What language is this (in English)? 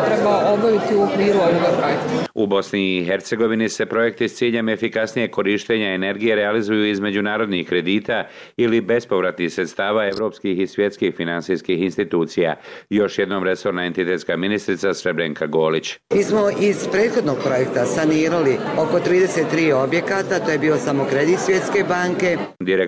Bosnian